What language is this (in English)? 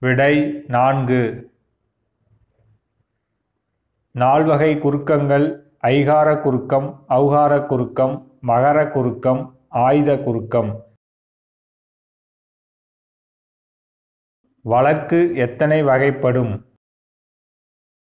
Tamil